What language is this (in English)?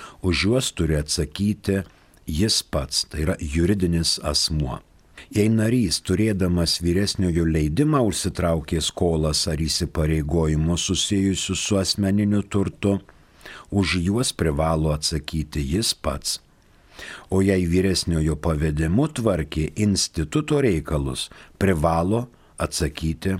Lithuanian